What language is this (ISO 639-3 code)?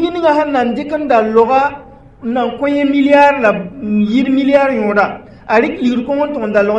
mos